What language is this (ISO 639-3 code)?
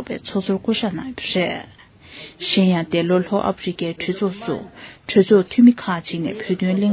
bod